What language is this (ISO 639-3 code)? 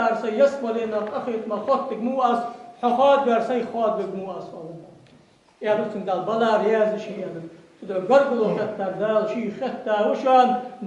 inh